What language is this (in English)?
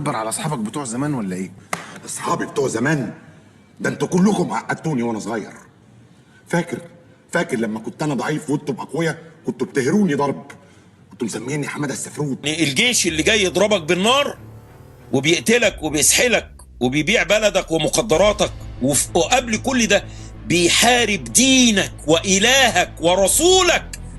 Egyptian Arabic